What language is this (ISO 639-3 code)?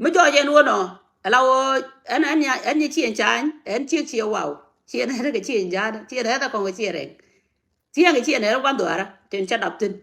nus